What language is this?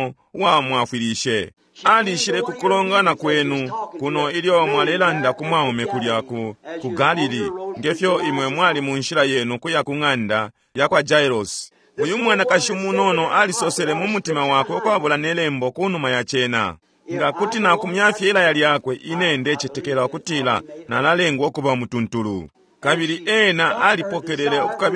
Bemba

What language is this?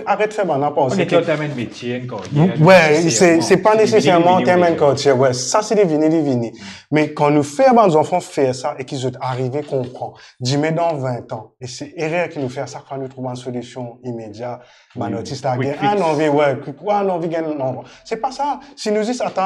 Morisyen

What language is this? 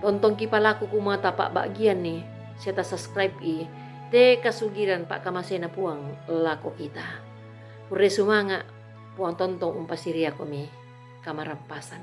Toraja-Sa'dan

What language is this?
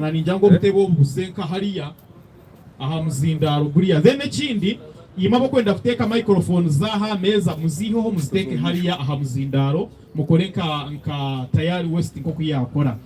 Nyankole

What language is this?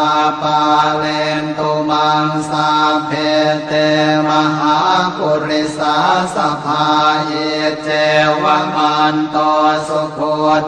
Pali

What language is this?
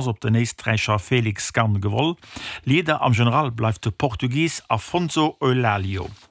Luxembourgish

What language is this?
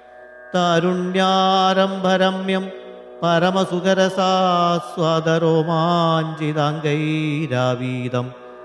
Malayalam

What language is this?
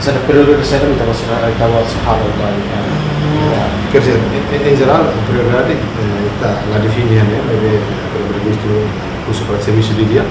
Tetum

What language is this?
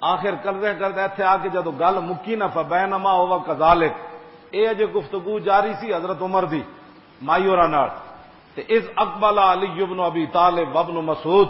Western Panjabi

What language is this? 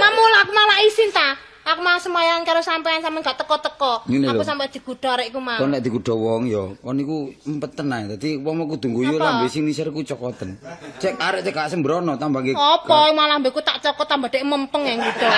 Javanese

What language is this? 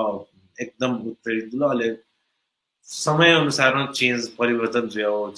Newari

